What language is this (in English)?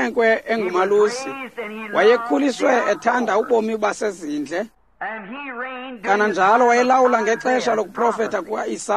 Xhosa